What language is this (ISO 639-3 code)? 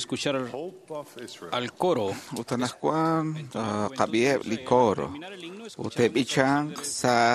kek